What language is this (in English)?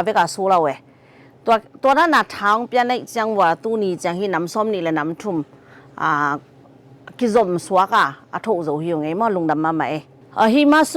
Tedim Chin